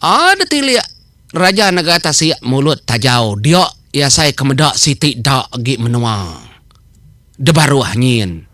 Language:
Iban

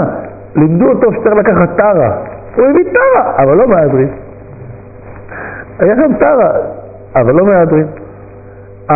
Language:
Hebrew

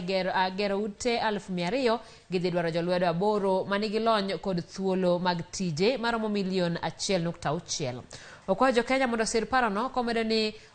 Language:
Luo (Kenya and Tanzania)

